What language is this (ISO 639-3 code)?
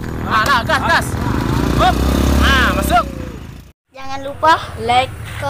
min